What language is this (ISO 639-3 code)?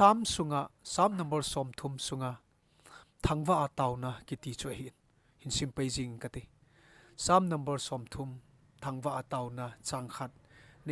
tcz